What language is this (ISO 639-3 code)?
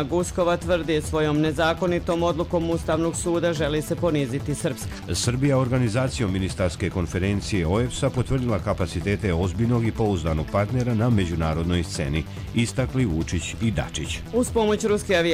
hrv